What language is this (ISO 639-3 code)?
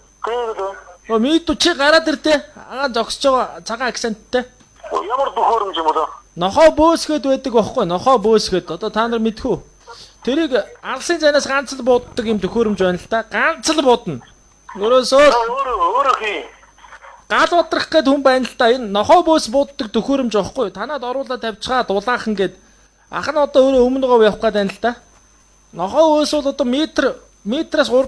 mon